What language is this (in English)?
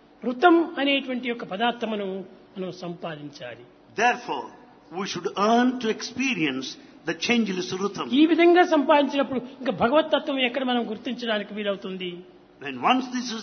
Telugu